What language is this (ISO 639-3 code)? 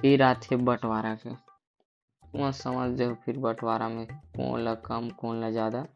hne